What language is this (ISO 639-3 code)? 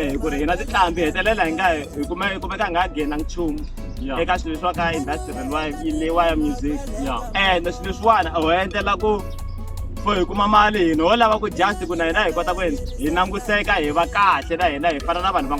tso